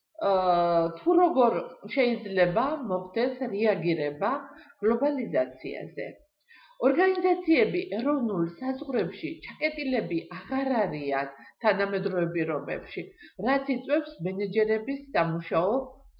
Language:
Georgian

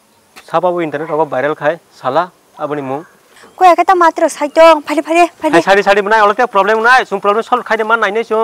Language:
Kok Borok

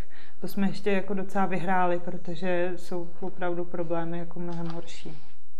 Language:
Czech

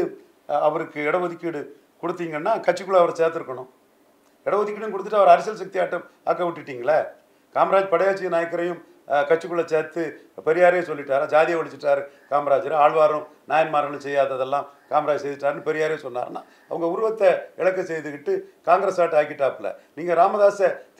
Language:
Tamil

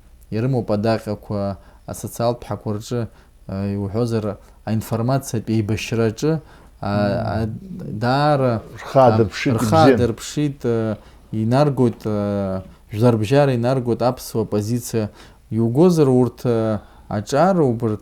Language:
Abkhazian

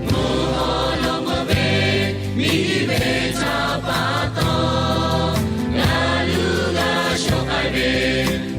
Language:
Lahu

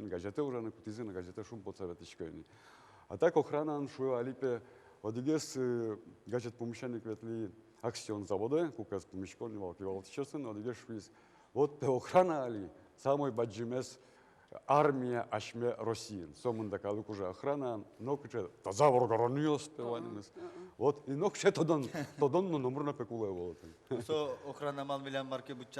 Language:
Udmurt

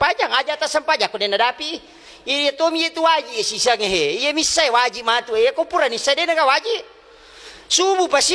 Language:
Buginese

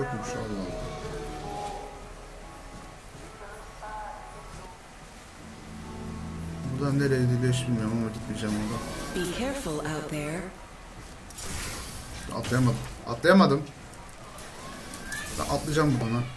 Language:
Turkish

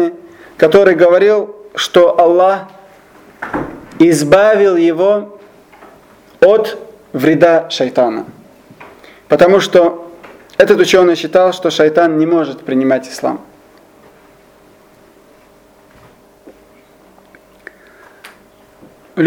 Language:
Russian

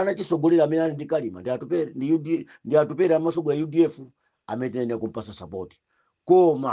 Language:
Nyanja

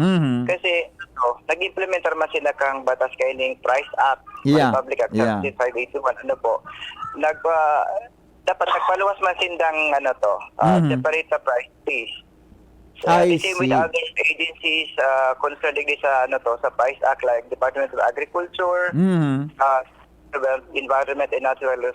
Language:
Bikol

